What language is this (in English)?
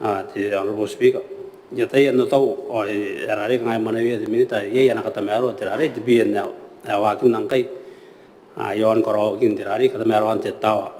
Gilbertese